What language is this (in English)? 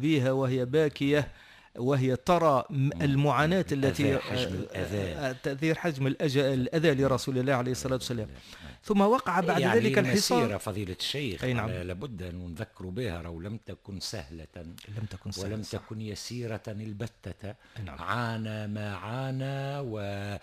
Tunisian Arabic